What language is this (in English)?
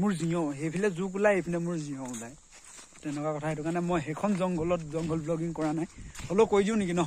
Assamese